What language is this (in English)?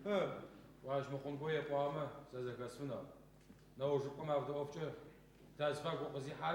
Adyghe